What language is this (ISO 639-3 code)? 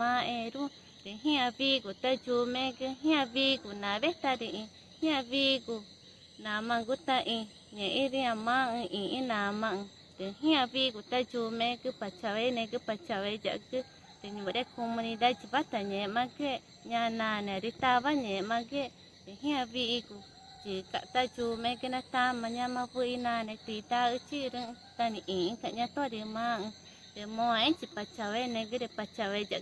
tca